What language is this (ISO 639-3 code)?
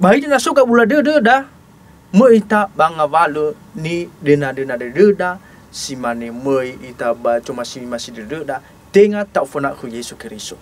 nia